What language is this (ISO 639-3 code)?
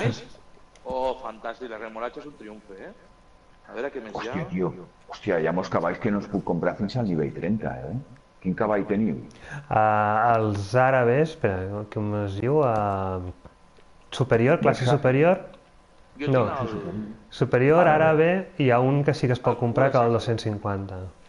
cat